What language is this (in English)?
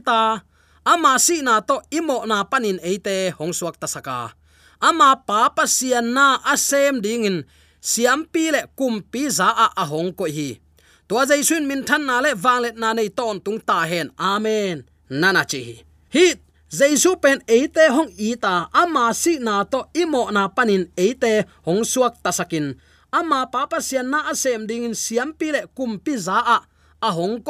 Tedim Chin